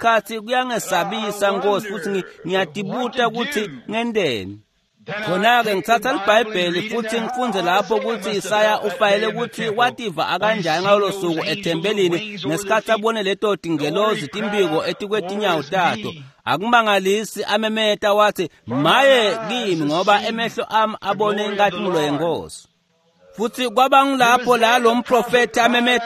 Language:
Swati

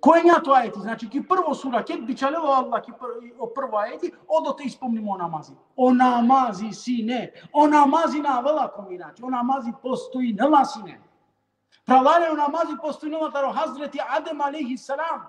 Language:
Balkan Romani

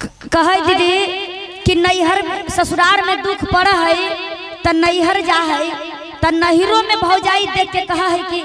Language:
Magahi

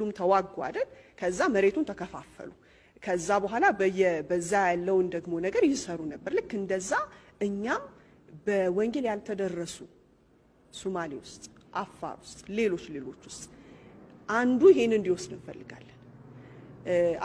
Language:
Amharic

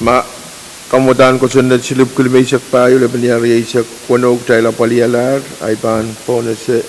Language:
Pohnpeian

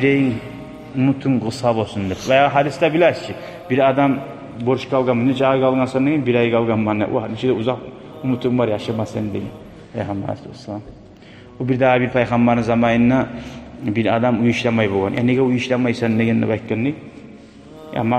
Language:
Kumyk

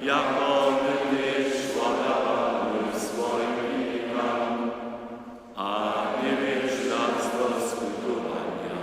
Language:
Upper Sorbian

